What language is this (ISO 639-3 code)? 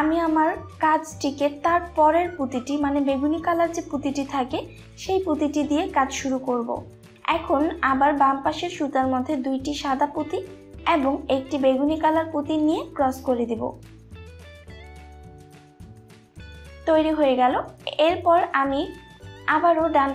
ben